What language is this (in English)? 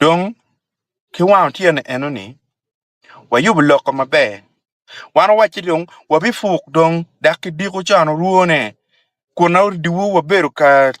Acoli